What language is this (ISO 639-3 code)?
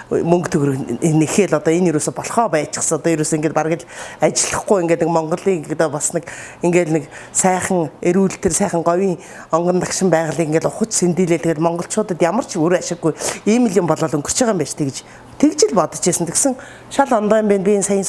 mon